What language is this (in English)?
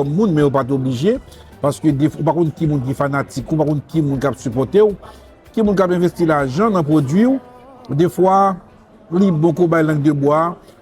Haitian Creole